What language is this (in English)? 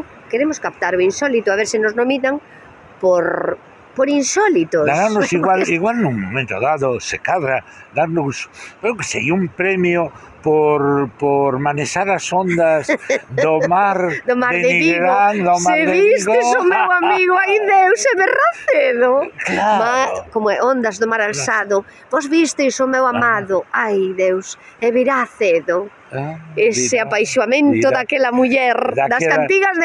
Galician